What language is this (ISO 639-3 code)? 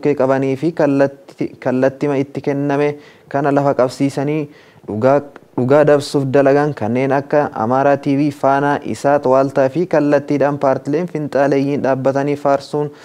orm